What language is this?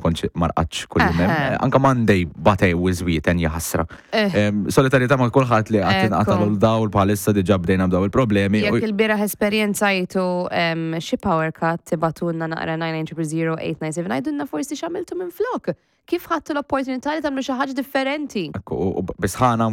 Maltese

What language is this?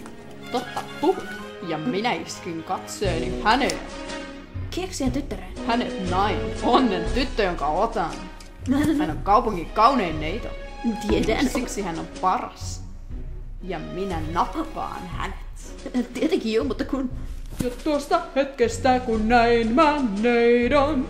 Finnish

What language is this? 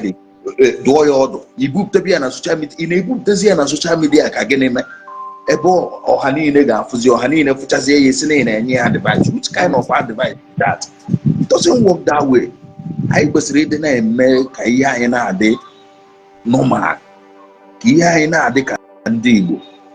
Igbo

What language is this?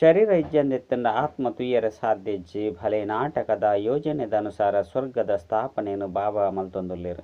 Tulu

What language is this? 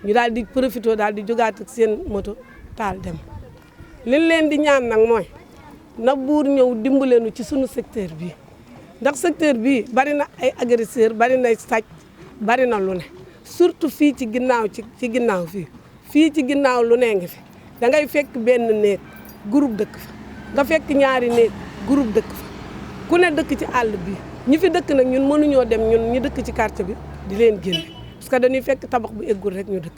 Wolof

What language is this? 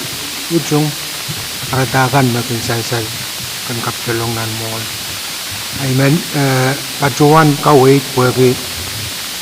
Pohnpeian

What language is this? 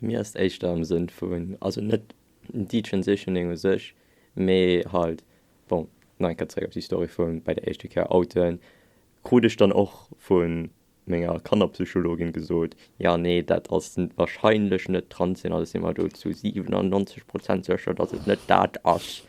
Luxembourgish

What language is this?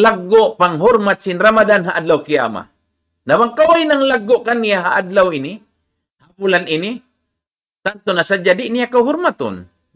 Tausug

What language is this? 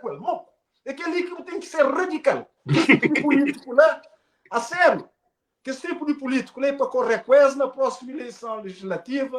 Kabuverdianu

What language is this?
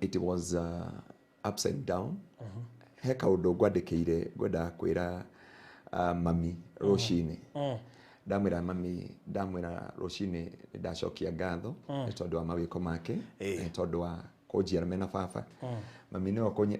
Kikuyu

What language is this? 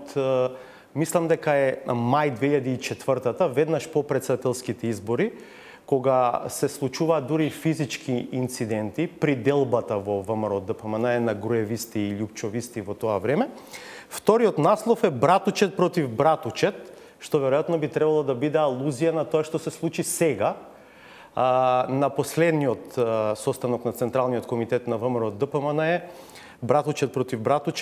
Macedonian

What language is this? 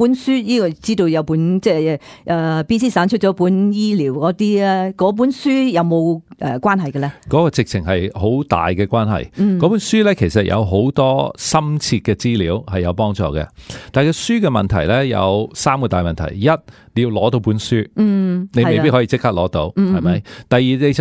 Cantonese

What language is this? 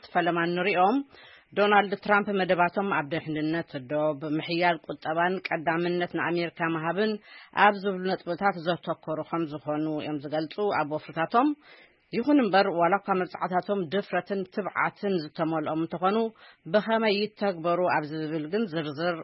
Tigrinya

